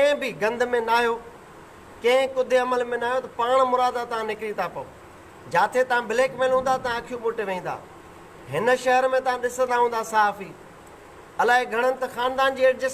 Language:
Sindhi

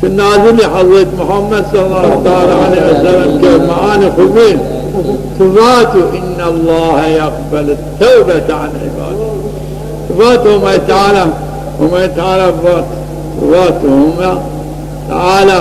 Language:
Zaza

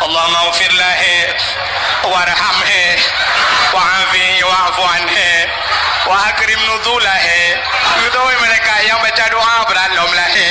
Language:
Achinese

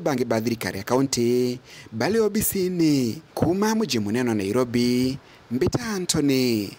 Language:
Meru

